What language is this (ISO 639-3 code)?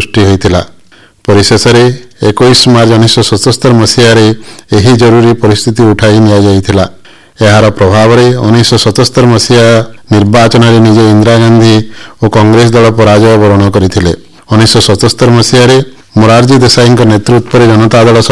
ori